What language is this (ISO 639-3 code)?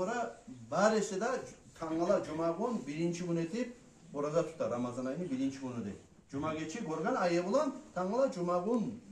kum